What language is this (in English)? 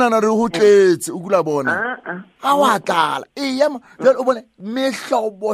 Southern Sotho